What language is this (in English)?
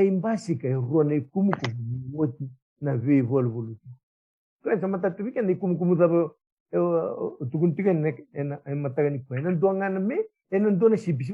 Fijian